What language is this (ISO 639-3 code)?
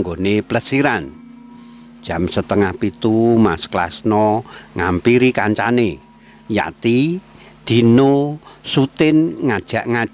jav